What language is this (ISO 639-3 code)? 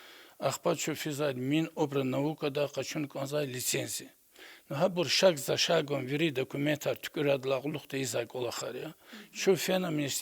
lez